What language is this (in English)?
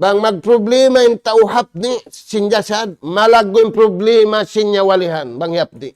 Tausug